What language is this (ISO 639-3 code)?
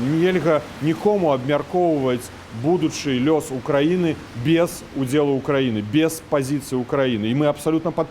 bel